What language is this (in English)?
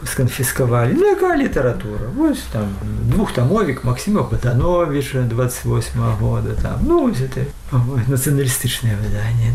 Belarusian